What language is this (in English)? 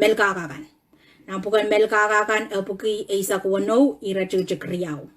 Pohnpeian